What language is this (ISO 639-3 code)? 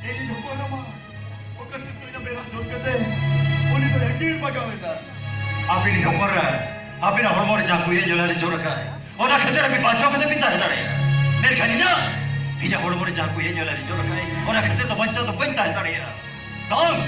sat